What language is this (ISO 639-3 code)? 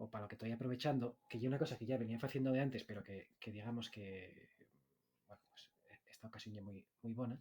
ast